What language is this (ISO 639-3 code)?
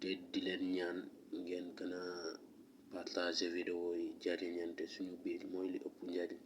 wol